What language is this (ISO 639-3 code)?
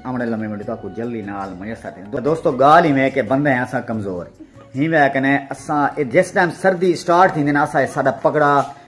skr